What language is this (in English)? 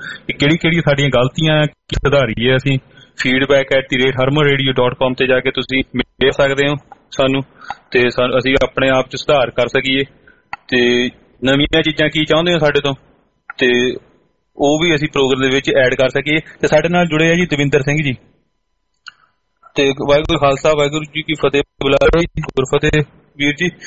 Punjabi